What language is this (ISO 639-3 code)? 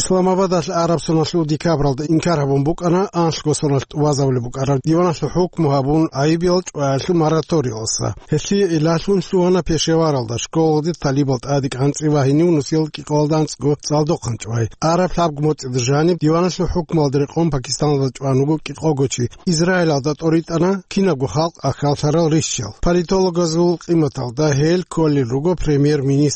ava